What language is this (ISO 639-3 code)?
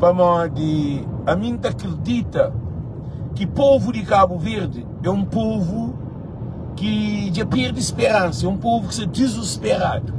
kea